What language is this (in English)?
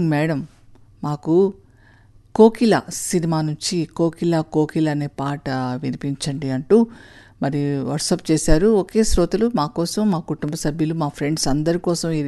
Telugu